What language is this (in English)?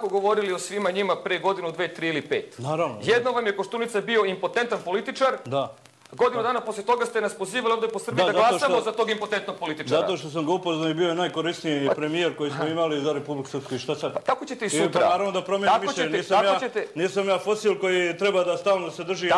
Serbian